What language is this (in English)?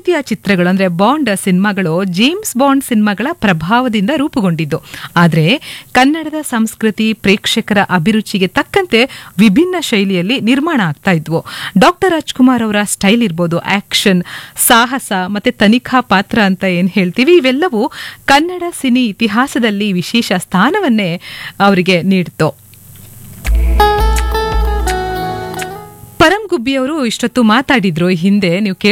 Kannada